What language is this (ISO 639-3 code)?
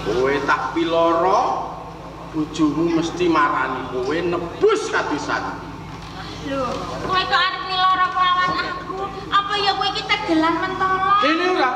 jav